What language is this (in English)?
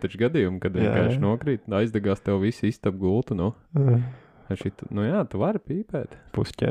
Latvian